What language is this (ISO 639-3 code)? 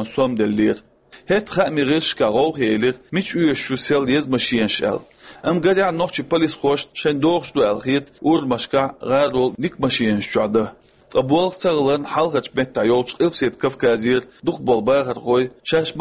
che